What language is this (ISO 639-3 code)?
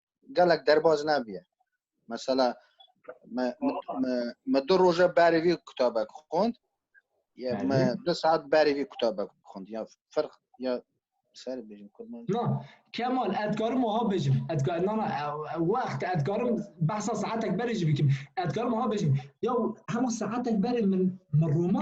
kur